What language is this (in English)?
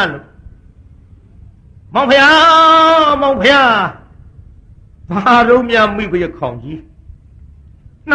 Burmese